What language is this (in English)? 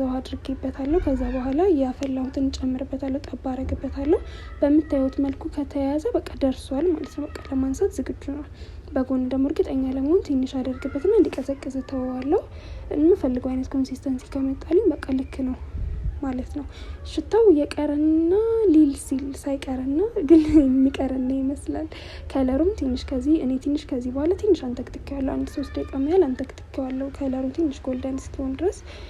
Amharic